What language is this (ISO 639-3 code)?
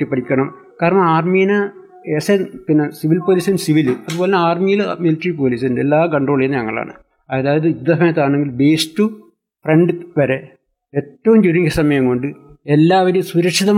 mal